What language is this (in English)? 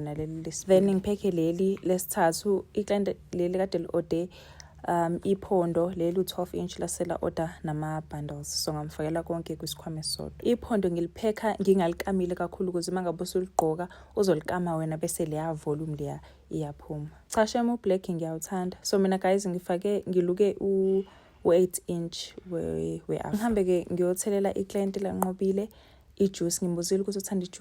Zulu